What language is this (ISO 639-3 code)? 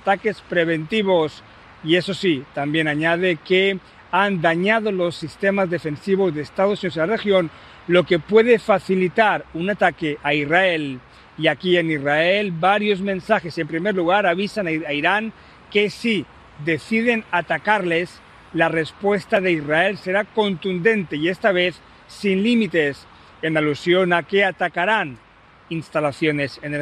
spa